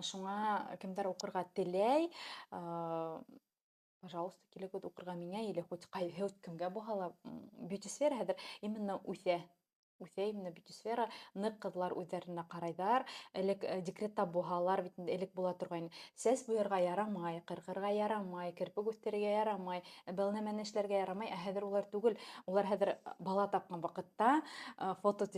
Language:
Bashkir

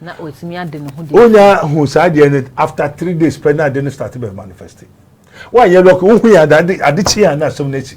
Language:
Akan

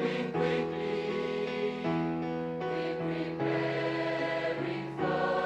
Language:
Tahitian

